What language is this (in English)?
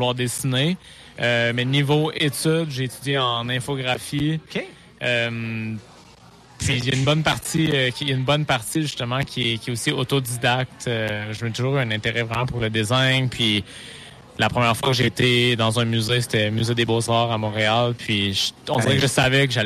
French